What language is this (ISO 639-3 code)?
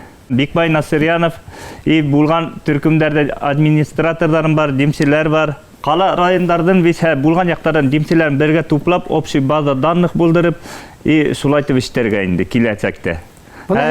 bak